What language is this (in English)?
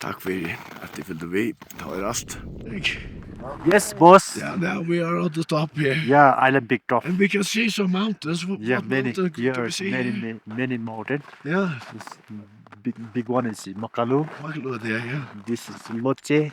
Faroese